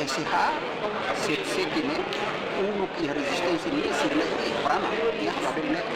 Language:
Tetum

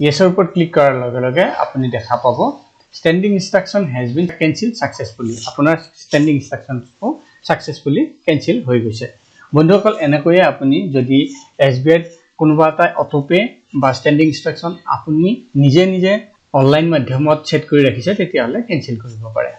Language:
Assamese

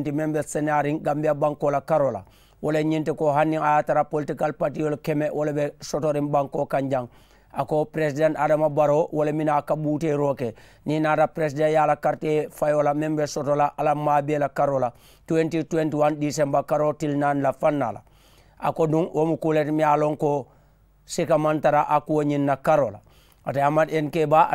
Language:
Mandingo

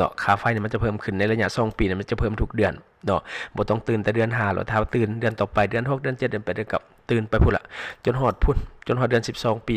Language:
Lao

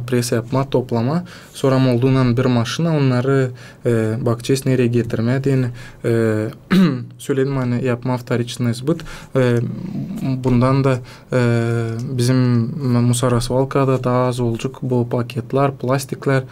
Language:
Gagauz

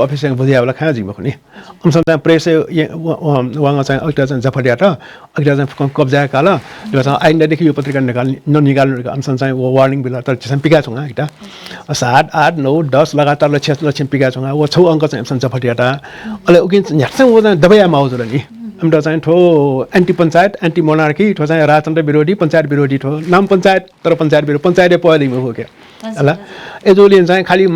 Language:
Newari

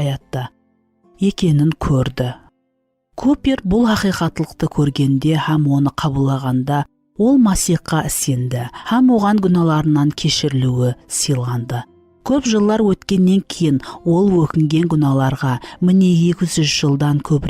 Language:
Kara-Kalpak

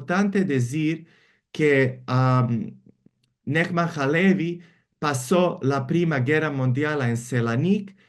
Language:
Ladino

